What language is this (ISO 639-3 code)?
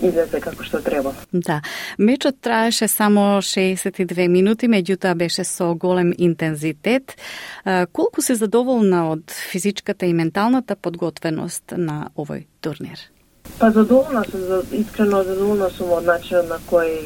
mkd